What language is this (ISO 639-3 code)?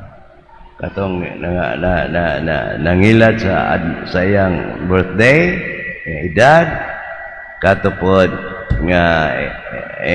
ceb